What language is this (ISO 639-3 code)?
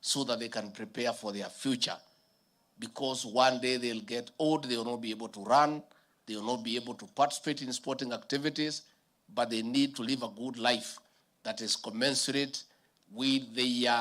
kam